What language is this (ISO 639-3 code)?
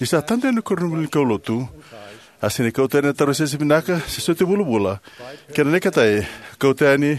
fij